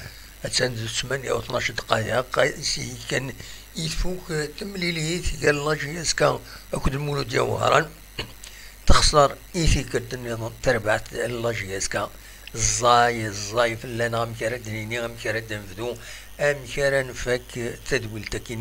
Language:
Kabyle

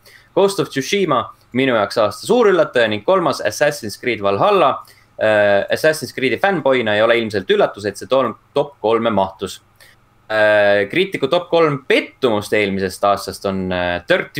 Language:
Estonian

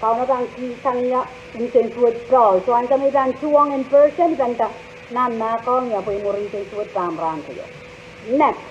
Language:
Pohnpeian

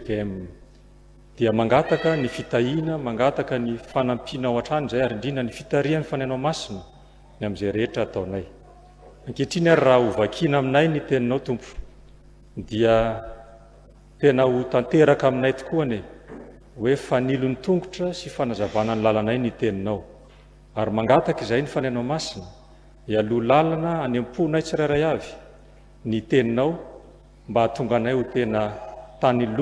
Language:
Malagasy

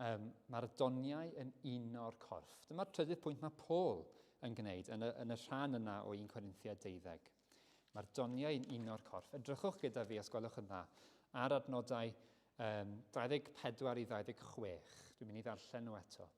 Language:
Welsh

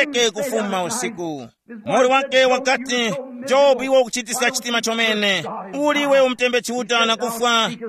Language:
Tumbuka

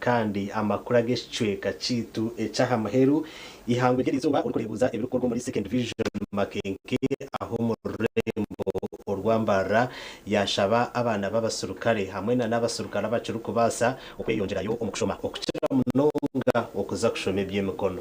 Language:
Nyankole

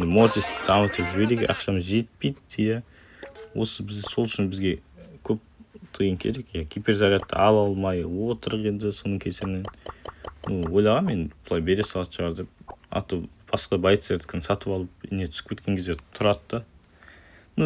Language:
Kazakh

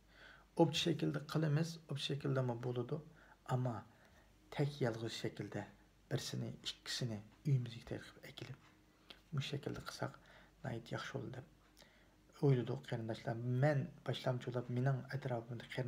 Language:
Uyghur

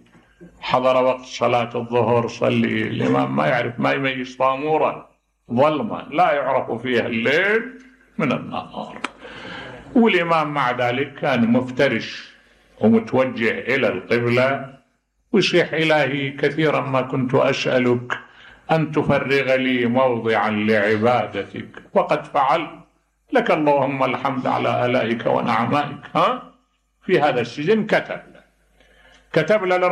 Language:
Mesopotamian Arabic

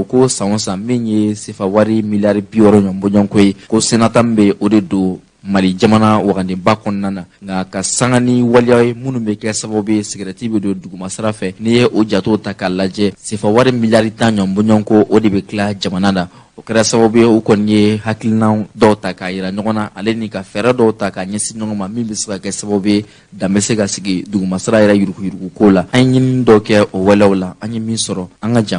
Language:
Bambara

